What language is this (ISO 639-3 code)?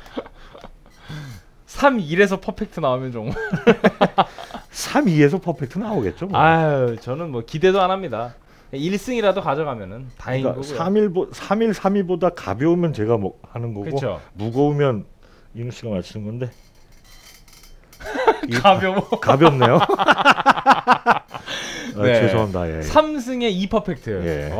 kor